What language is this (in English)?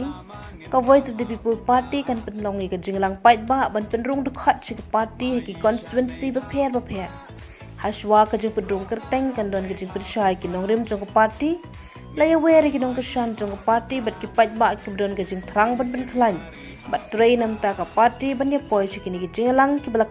Khasi